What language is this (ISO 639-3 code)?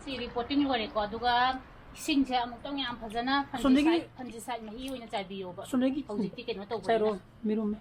mni